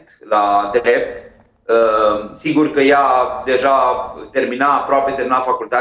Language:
Romanian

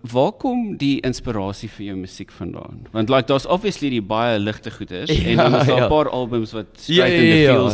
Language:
Afrikaans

